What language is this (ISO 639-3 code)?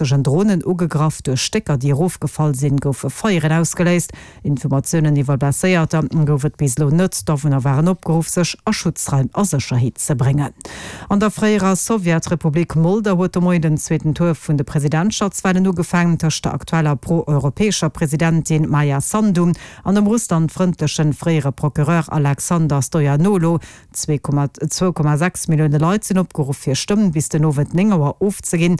ltz